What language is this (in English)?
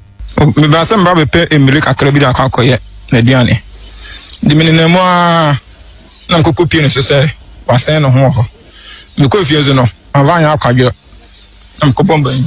Akan